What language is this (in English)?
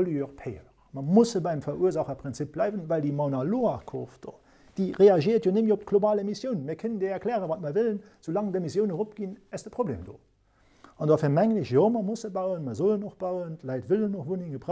Luxembourgish